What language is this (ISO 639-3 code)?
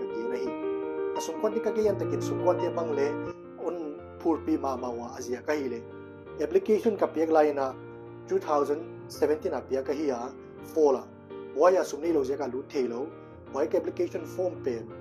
pck